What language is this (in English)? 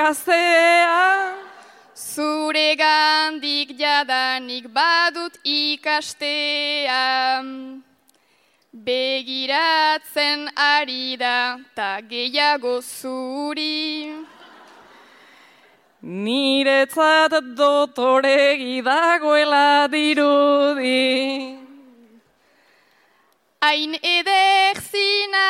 Basque